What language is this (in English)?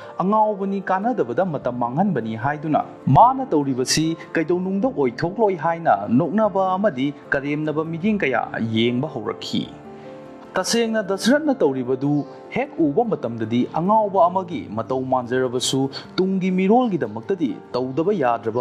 Manipuri